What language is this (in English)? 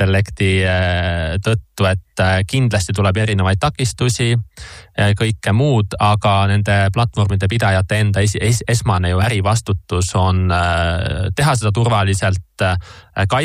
Estonian